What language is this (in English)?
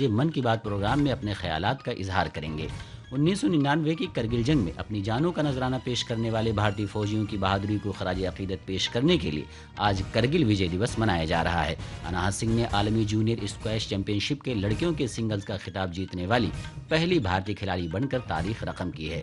Urdu